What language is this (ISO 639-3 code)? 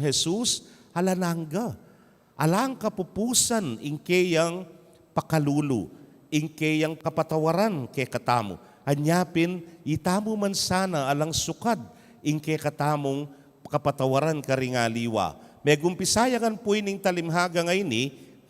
pam